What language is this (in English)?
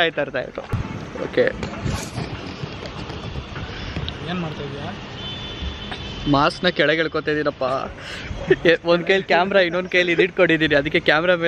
Kannada